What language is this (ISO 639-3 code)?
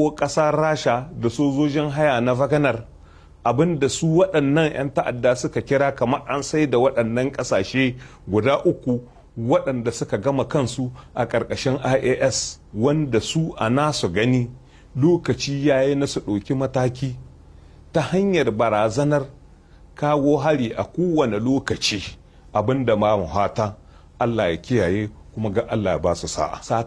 hau